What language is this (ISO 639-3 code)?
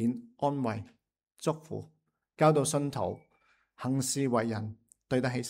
yue